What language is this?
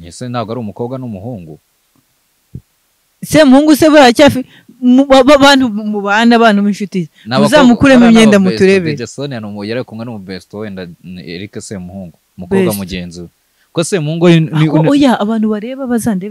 Kinyarwanda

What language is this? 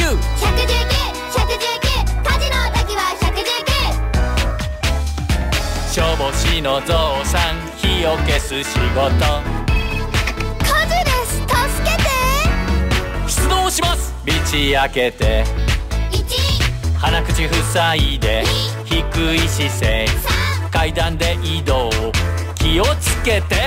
Japanese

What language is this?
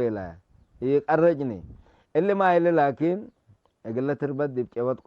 Tigre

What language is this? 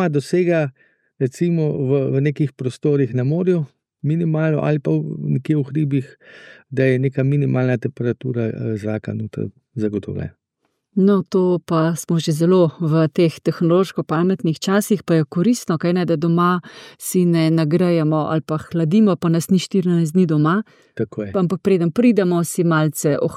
Slovenian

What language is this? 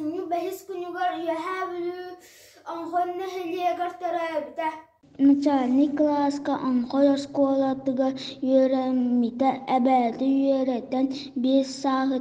Yakut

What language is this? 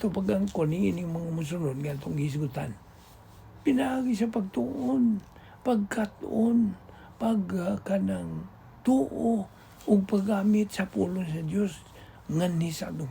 Cebuano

